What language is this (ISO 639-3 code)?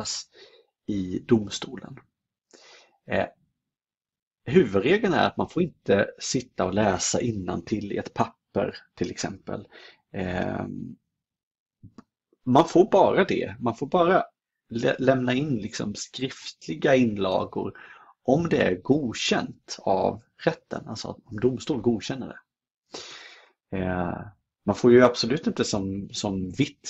swe